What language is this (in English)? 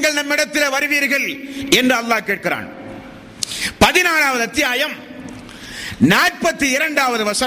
Tamil